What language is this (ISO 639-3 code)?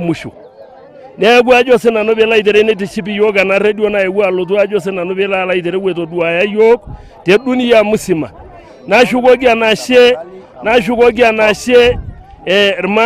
mas